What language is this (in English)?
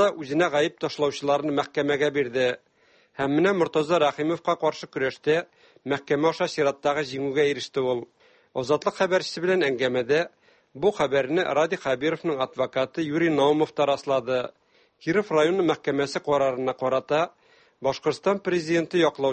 Tatar